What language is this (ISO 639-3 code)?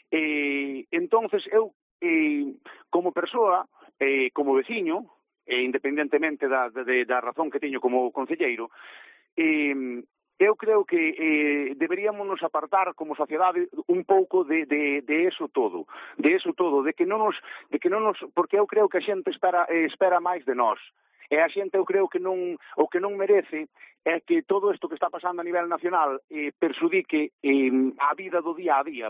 glg